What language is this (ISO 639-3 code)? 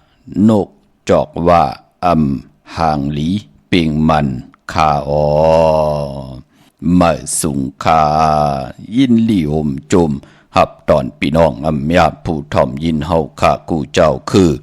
shn